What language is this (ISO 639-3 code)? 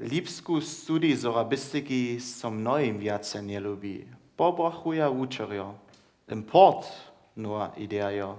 hsb